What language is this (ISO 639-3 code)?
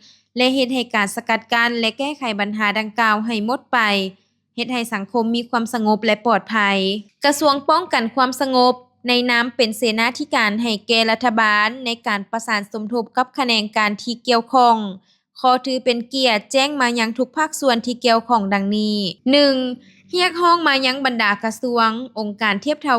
lao